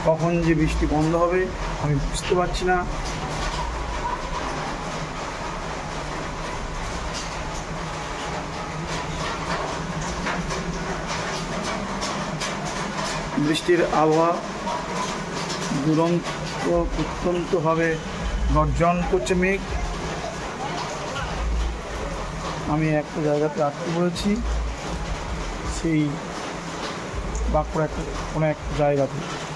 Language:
Bangla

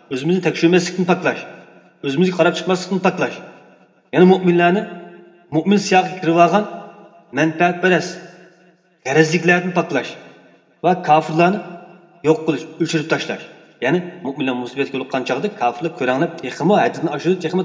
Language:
Uyghur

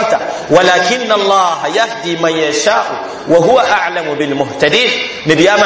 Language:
Mossi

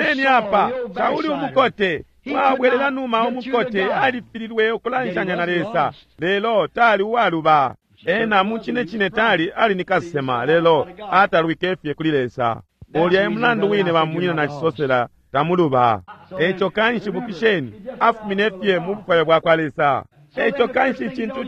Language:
Bemba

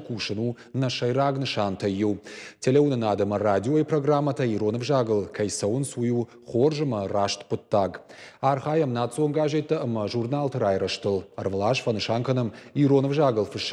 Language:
Ossetic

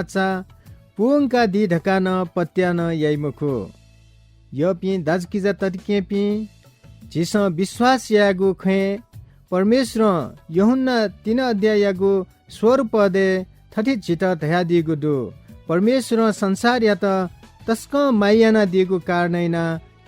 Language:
Newari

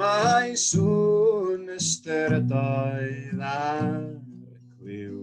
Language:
Welsh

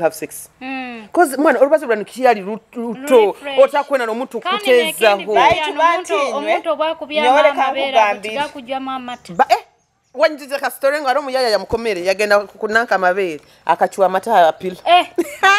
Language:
Nyoro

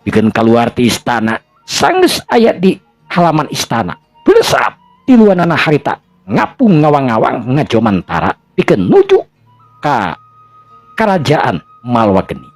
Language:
Sundanese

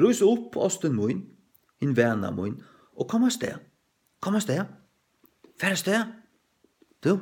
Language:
Faroese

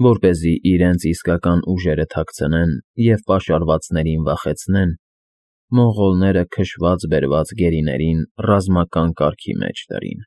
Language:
Armenian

